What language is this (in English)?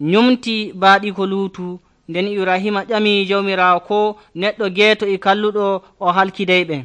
Nigerian Fulfulde